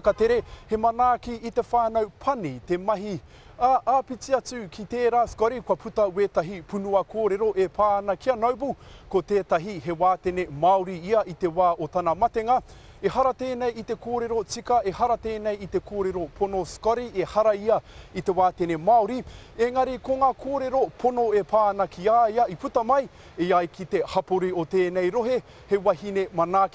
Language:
Māori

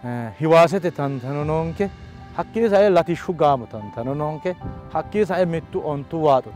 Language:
Sidamo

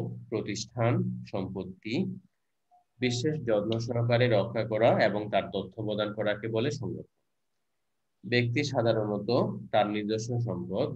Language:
Bangla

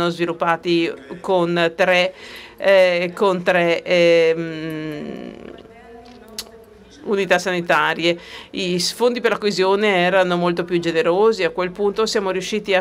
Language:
Italian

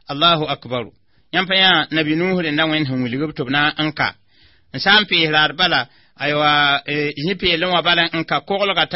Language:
Mossi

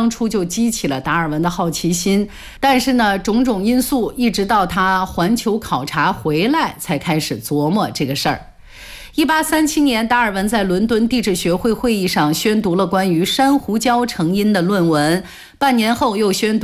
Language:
Chinese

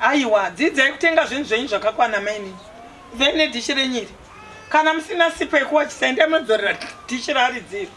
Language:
Shona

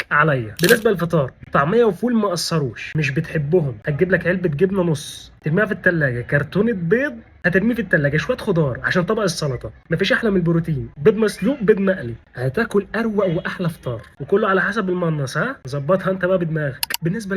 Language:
Egyptian Arabic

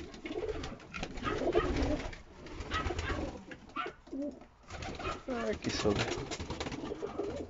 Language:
Polish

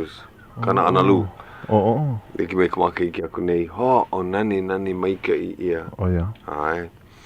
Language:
Hawaiian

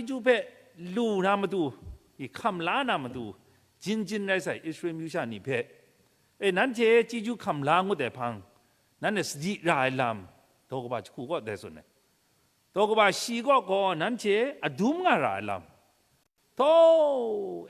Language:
Kachin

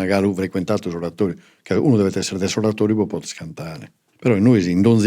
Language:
Sardinian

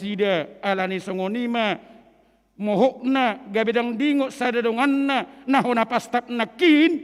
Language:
Batak Toba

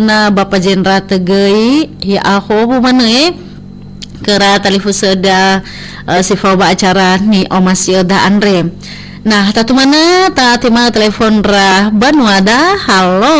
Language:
Nias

